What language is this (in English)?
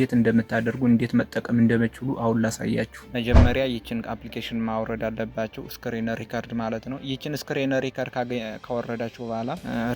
Amharic